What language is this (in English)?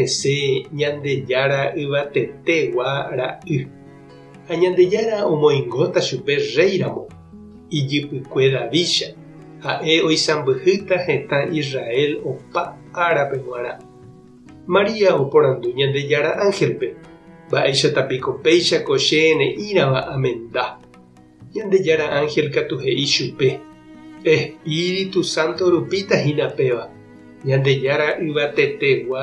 Guarani